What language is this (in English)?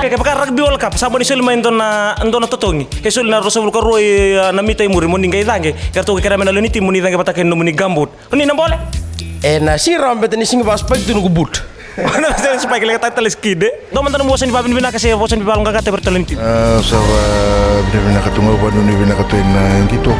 Fijian